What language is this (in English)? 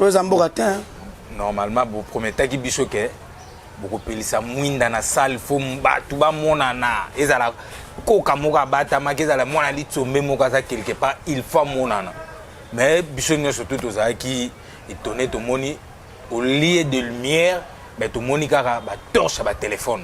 Lingala